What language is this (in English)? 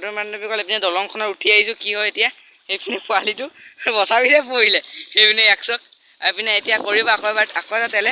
Assamese